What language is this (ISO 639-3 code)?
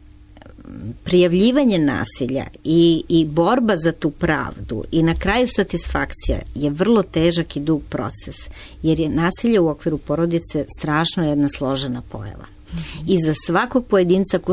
srp